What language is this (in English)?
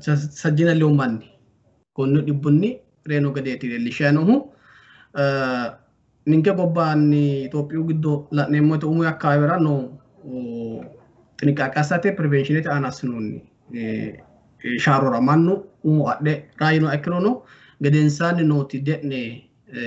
Sidamo